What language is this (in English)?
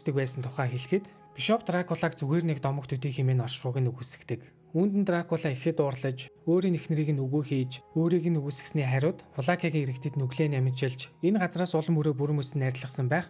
Mongolian